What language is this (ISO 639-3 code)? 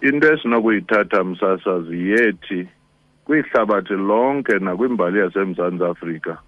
xho